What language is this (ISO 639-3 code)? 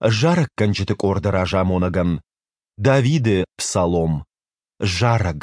oss